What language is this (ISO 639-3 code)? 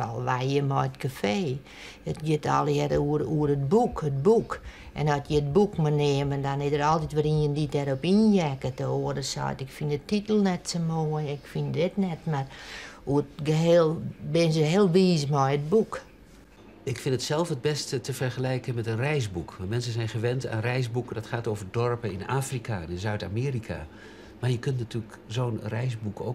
fry